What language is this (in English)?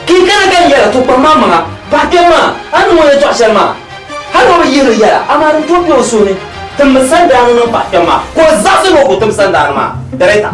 Dagbani